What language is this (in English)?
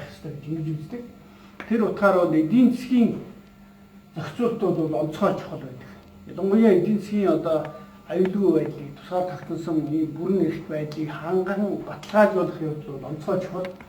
Mongolian